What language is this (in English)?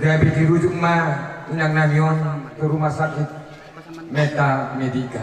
Batak Toba